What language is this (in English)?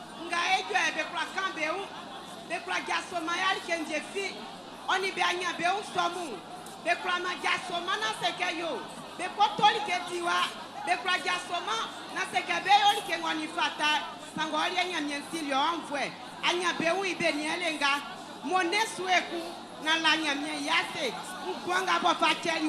Baoulé